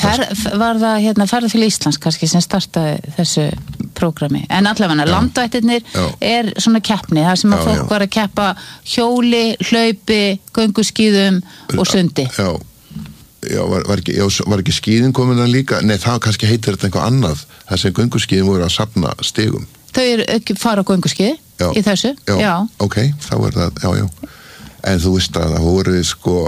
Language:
Icelandic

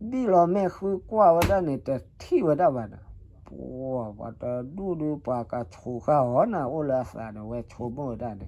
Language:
S'gaw Karen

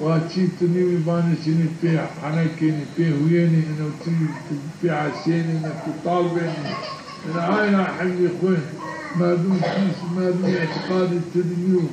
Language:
Zaza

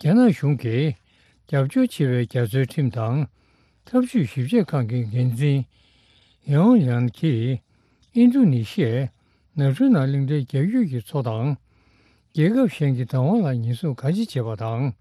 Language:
Tibetan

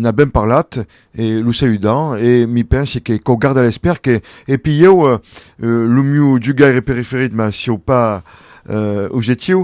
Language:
Occitan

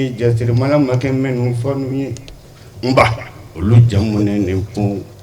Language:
Bambara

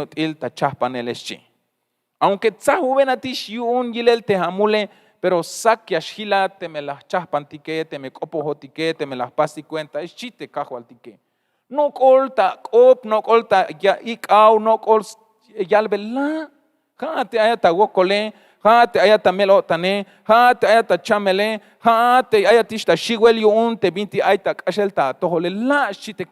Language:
Tzeltal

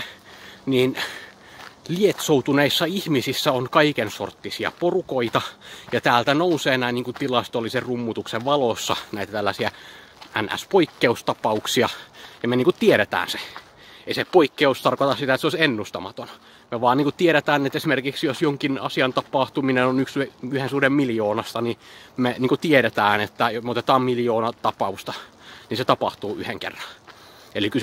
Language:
Finnish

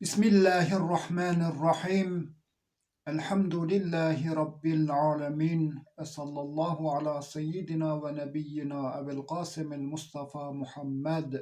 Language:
Zaza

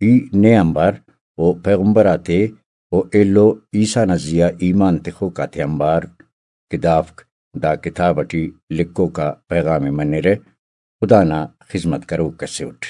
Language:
Brahui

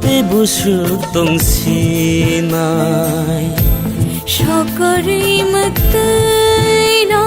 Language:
Kok Borok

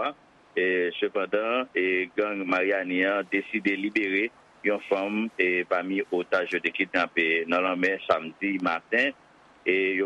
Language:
Haitian Creole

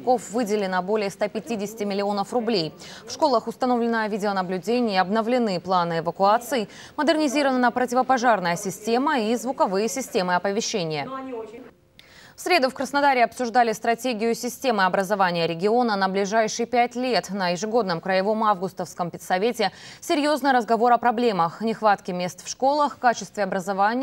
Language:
Russian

